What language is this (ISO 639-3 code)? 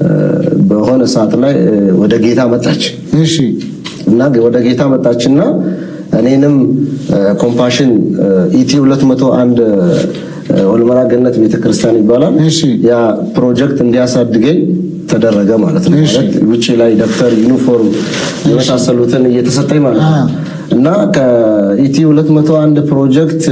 amh